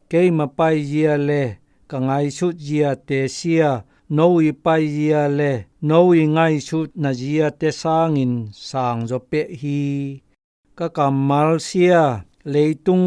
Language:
Zou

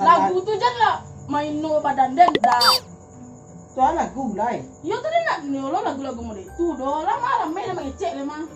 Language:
Minangkabau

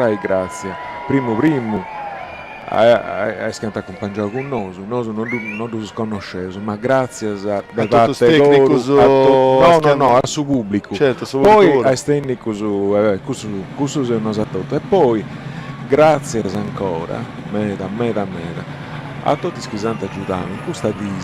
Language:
Sardinian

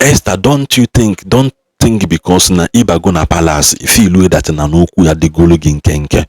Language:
Igbo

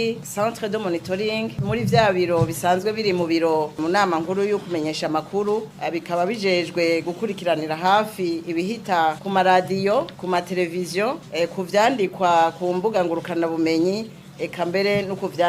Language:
Rundi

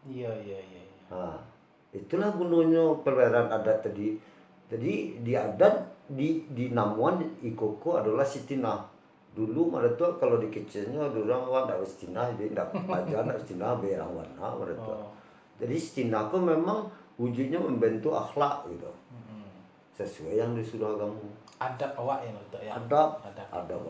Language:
Minangkabau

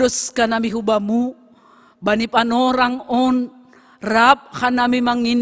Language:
Batak Simalungun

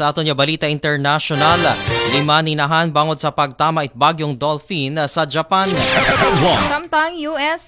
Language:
Aklanon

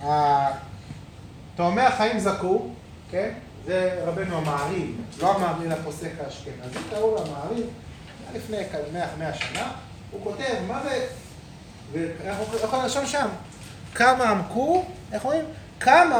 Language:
Hebrew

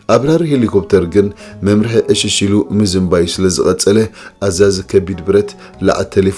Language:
Tigrinya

